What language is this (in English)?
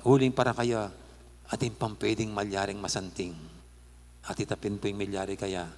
Pampanga